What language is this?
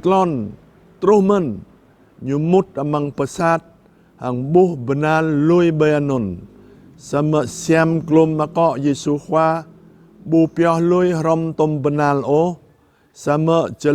Jarai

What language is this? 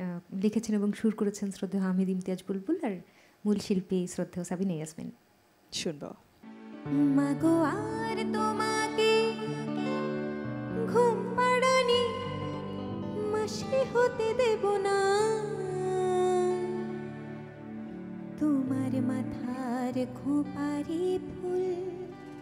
Bangla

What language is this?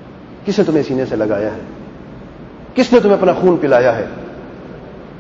Urdu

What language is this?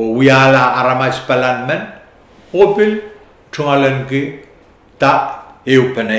Pohnpeian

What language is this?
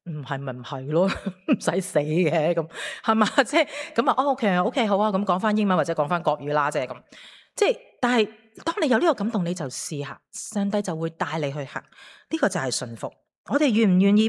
Cantonese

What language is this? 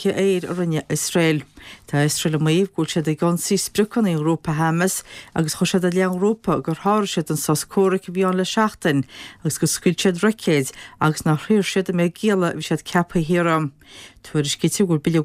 Irish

